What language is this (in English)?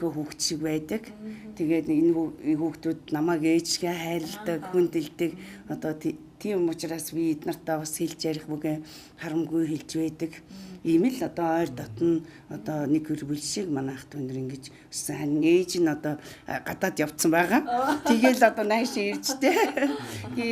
Mongolian